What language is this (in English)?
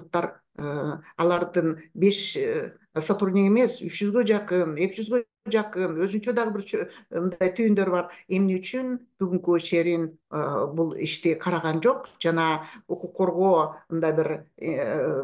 Kyrgyz